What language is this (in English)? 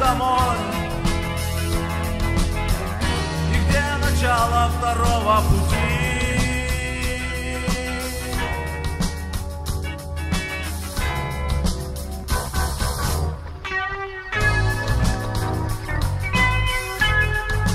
Russian